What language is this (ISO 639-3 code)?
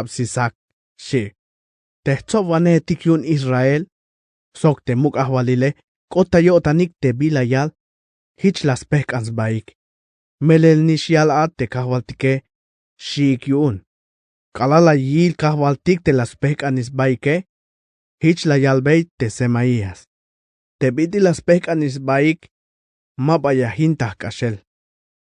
tzh